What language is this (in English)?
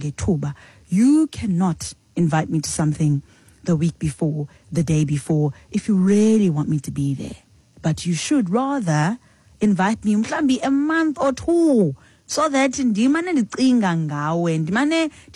Xhosa